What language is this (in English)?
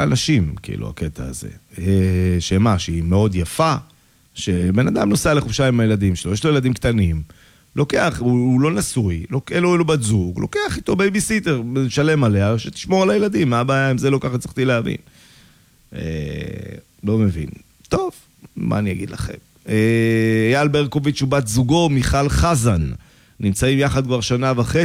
Hebrew